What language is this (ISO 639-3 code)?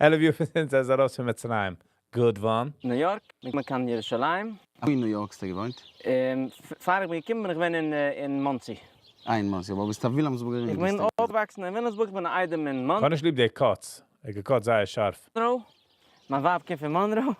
yid